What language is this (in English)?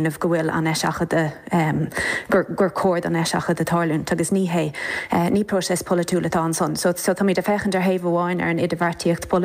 Irish